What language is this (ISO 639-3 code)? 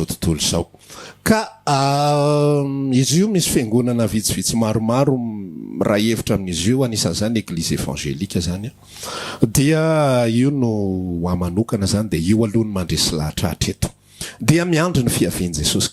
mlg